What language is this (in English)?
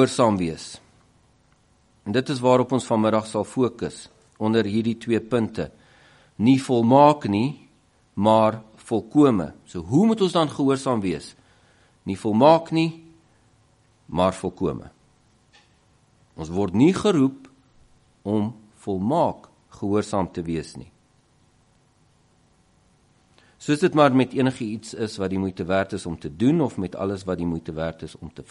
Afrikaans